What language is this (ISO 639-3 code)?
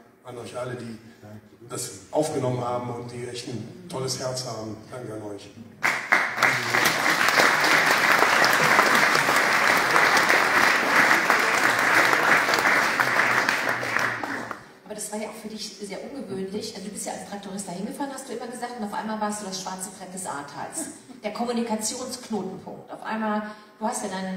deu